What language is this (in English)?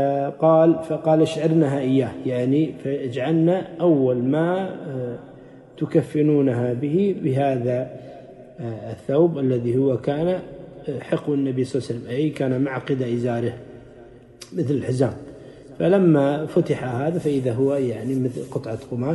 Arabic